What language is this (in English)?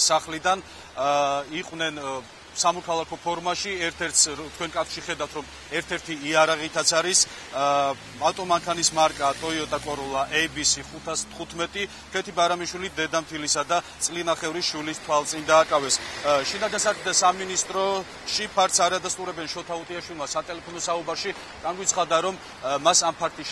Georgian